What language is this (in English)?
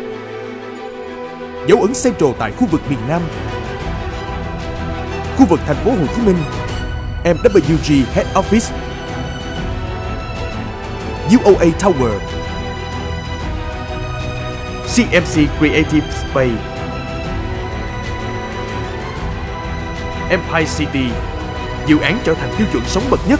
Vietnamese